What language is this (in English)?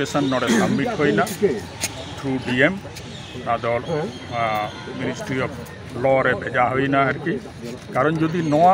Santali